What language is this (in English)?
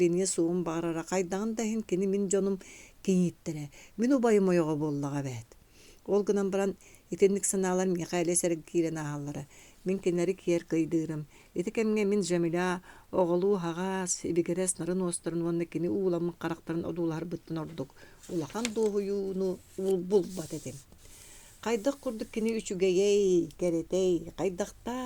Yakut